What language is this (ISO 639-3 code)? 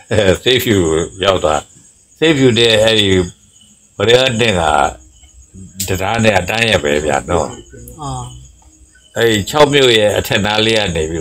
mya